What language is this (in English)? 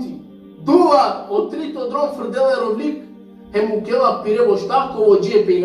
Balkan Romani